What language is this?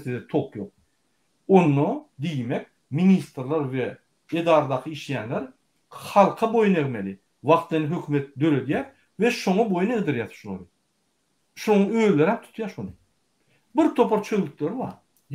Turkmen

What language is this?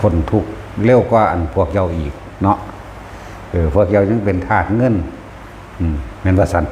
Northeastern Thai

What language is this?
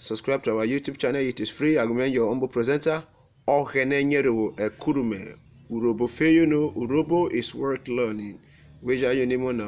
Urhobo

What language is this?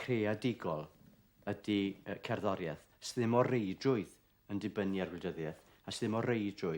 Welsh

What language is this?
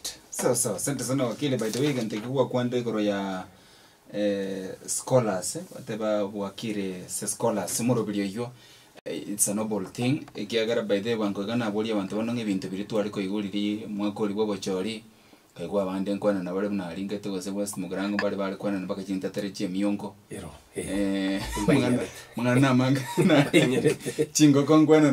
Gusii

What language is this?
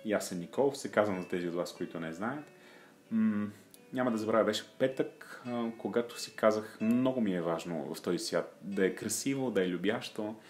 Bulgarian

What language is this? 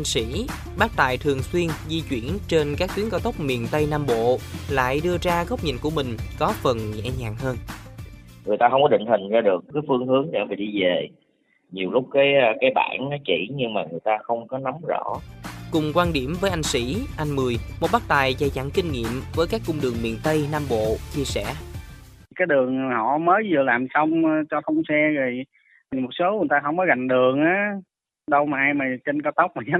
Vietnamese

